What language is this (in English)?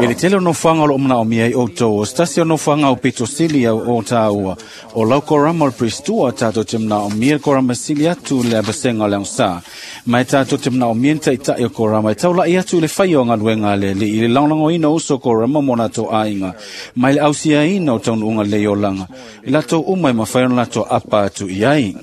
Samoan